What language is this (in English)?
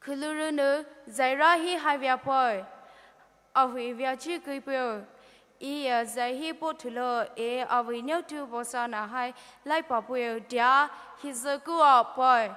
Poumei Naga